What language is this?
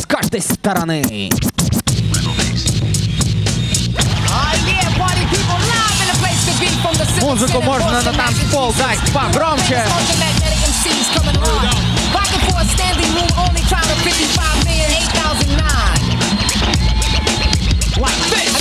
Russian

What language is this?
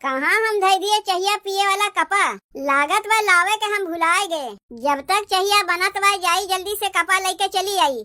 Awadhi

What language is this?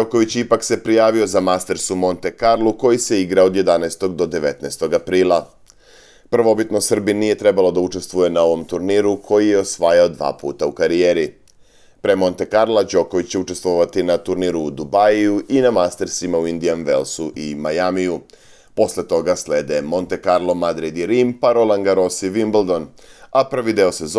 Serbian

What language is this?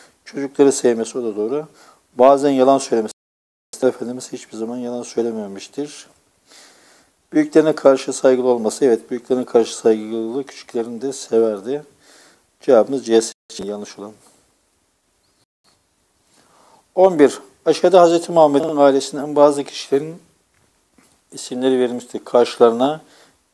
Turkish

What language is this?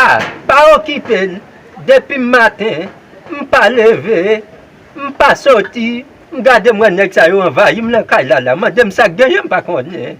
Haitian Creole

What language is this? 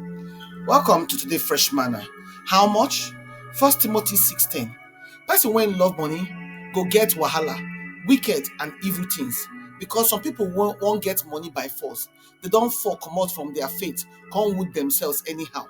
Nigerian Pidgin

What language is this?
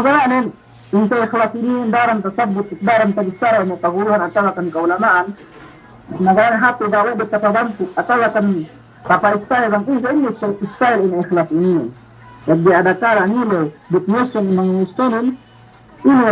Yakan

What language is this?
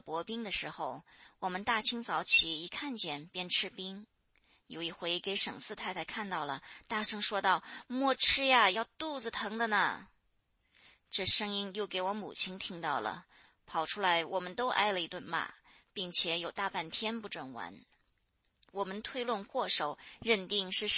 Chinese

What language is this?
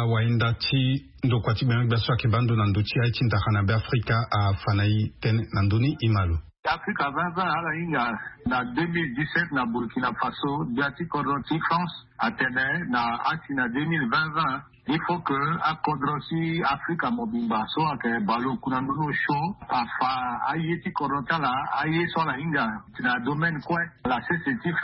Sango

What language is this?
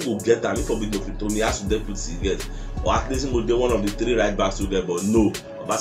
Nigerian Pidgin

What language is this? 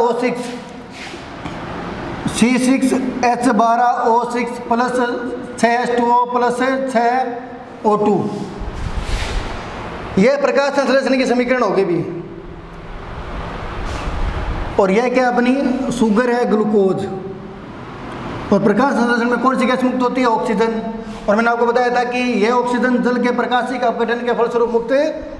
Hindi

